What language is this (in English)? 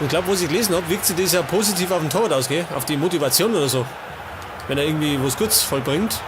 Bavarian